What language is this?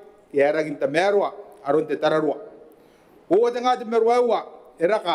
Gilbertese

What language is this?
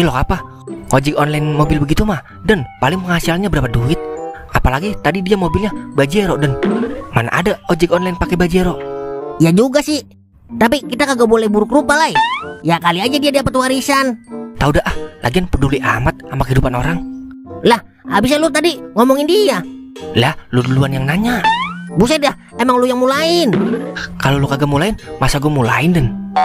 Betawi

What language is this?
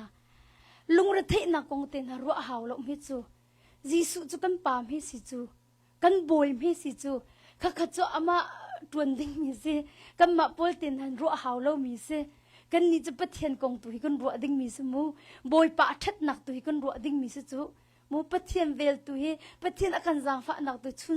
Hakha Chin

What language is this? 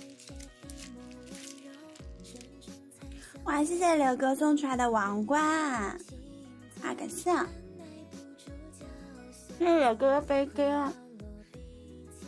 Chinese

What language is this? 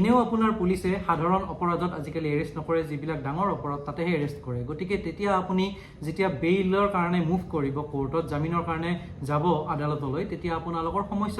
Assamese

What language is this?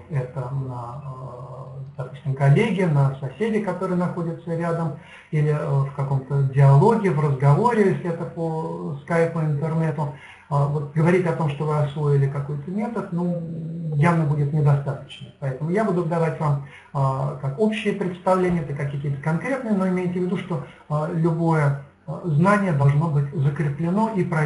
Russian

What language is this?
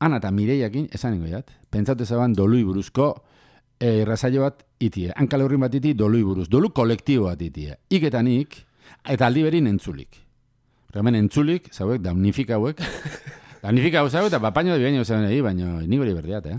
Basque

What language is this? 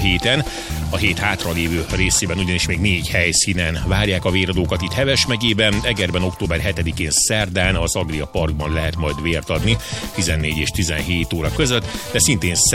Hungarian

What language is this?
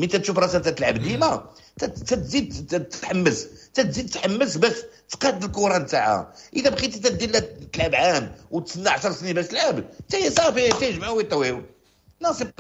Moroccan Arabic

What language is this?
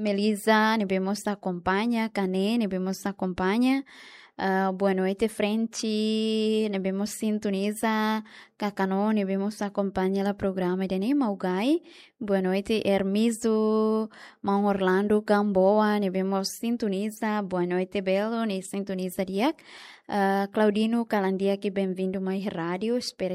Tetum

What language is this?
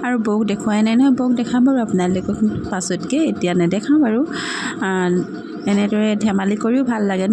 Assamese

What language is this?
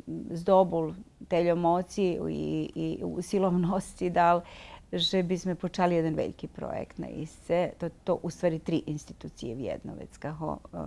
Rusyn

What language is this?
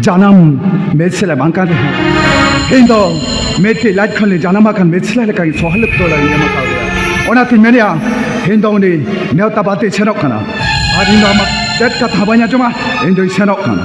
Santali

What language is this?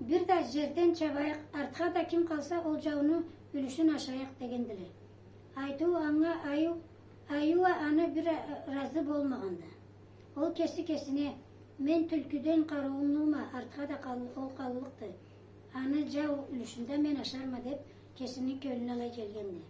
Karachay-Balkar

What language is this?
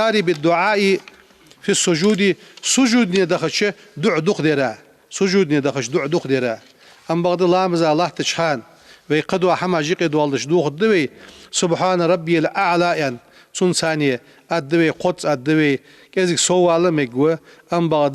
Ingush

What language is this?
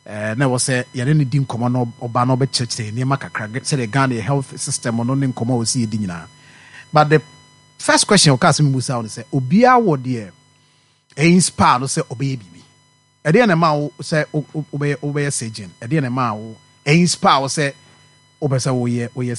Akan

